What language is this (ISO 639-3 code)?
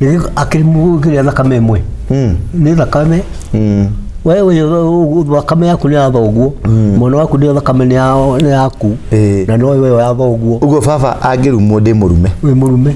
kik